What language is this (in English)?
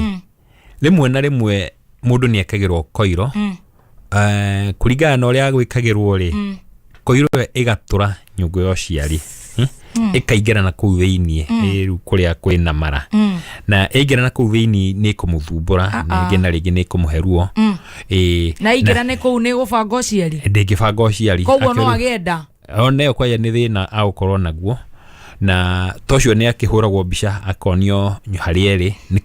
Kikuyu